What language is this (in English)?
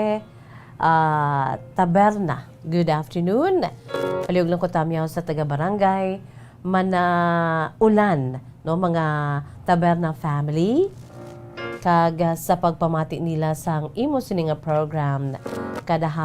Hiligaynon